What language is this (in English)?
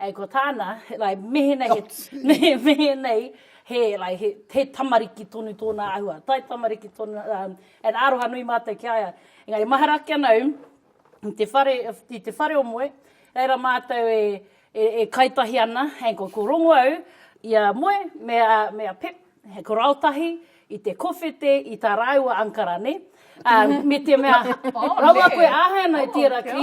Māori